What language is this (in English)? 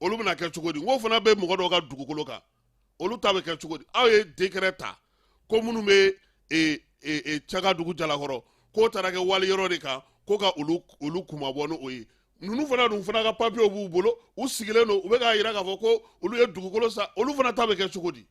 Bambara